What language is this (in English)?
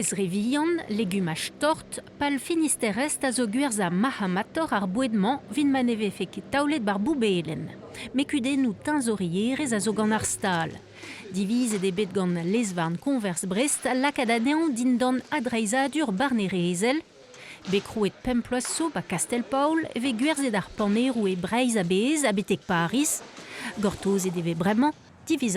Breton